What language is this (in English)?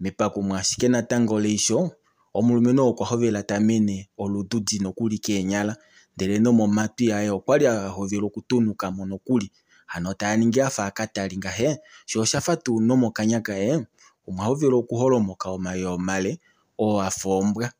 Kuanyama